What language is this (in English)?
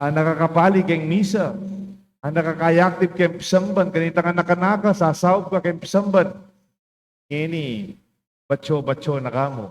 Pampanga